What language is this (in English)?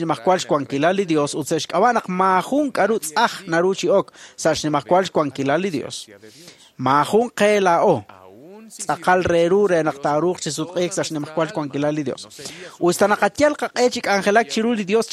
Kekchí